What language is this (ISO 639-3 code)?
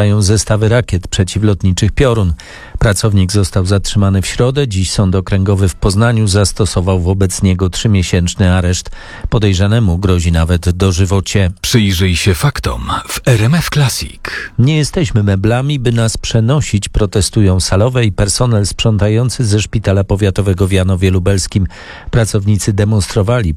pol